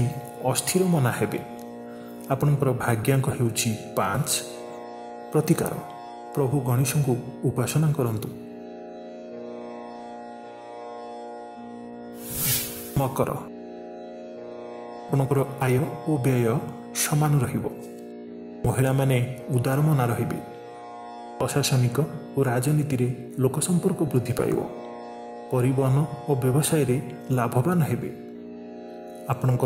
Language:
Odia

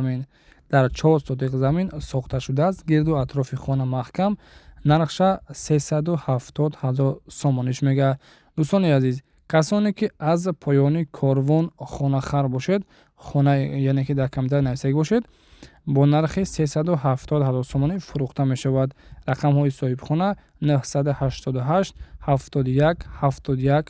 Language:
Tajik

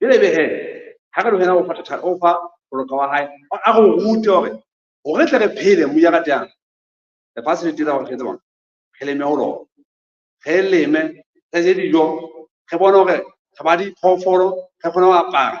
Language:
Southern Sotho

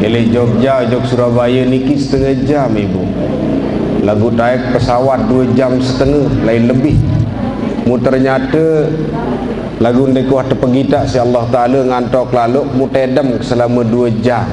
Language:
Sasak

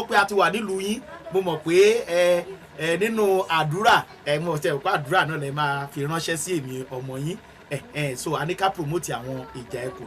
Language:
Yoruba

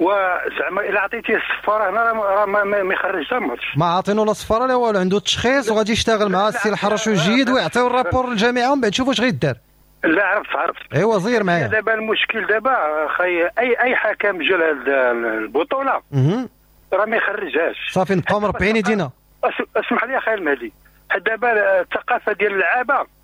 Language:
Moroccan Arabic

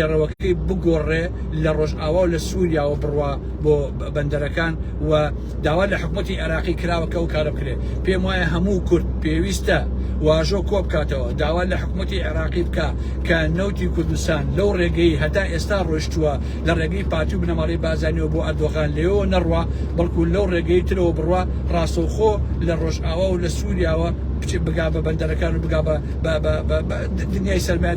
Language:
Central Kurdish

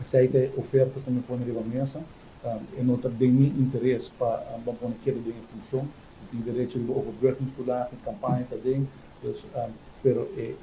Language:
Papiamento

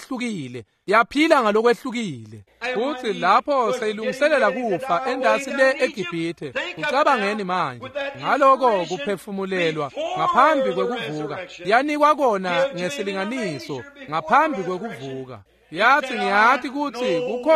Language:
Swati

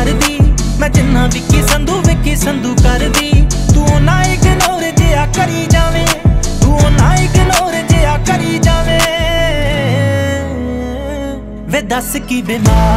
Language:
Punjabi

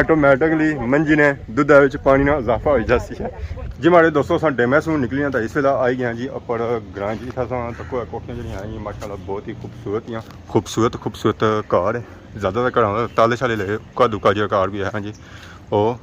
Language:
Pahari-Potwari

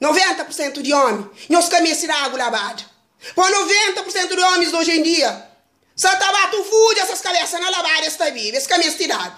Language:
Kabuverdianu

